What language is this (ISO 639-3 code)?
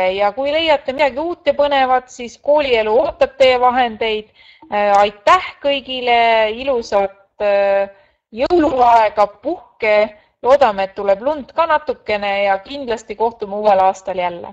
est